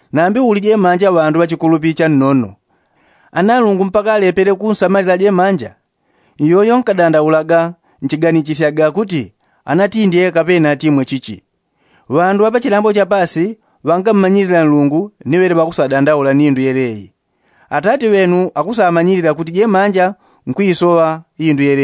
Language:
Yao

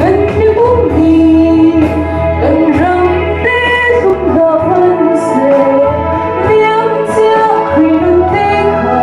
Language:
Hakha Chin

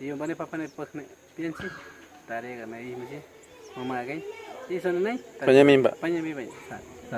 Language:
Awa-Cuaiquer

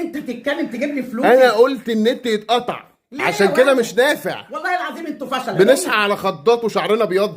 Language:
Egyptian Arabic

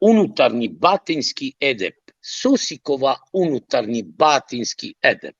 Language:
Balkan Romani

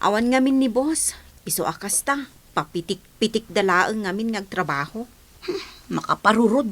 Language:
Iloko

